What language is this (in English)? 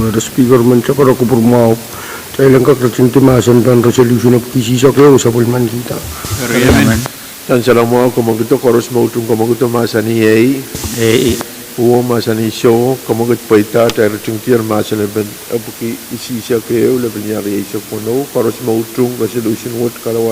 Pohnpeian